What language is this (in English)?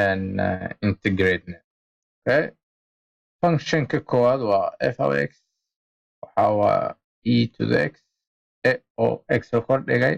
Somali